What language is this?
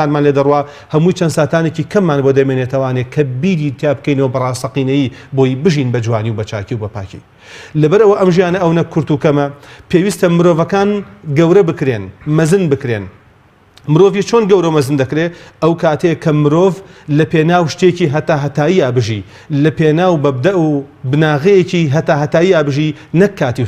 Central Kurdish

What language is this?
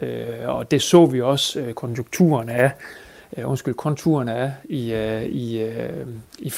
Danish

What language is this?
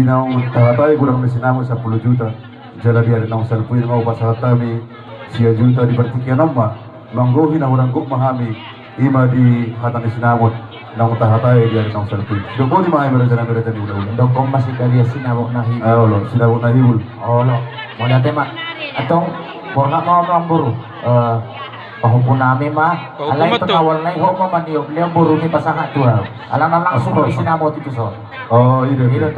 Batak Toba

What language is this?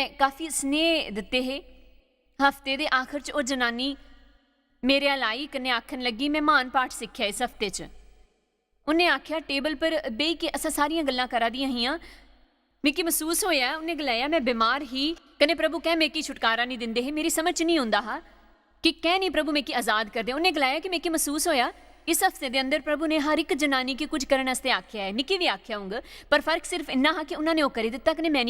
Dogri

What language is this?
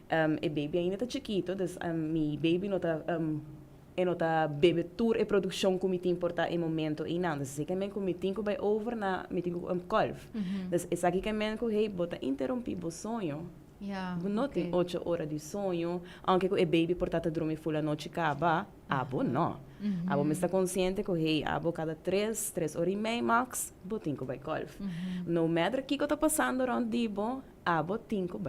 Papiamento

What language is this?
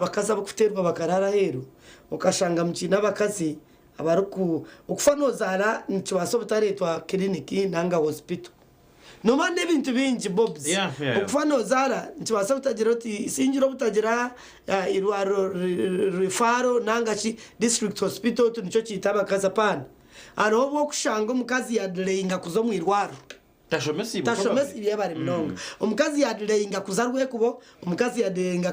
Nyankole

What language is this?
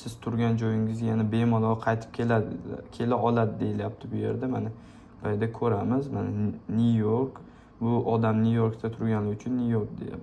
Uzbek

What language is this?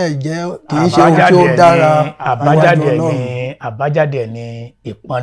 Yoruba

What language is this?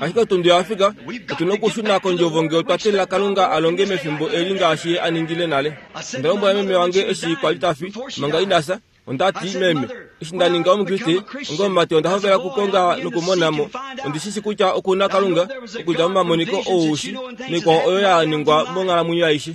Kuanyama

